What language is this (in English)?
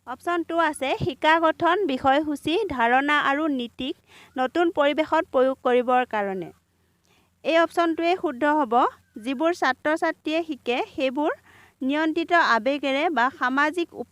Assamese